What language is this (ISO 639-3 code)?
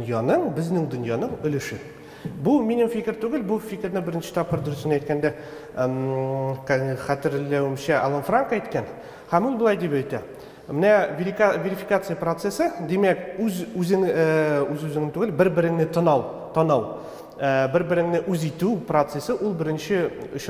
tat